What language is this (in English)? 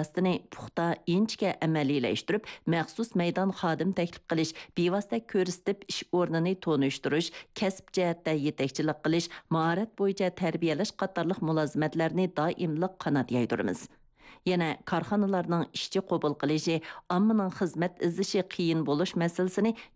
Uyghur